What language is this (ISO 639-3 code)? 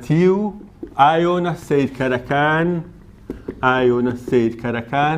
ckb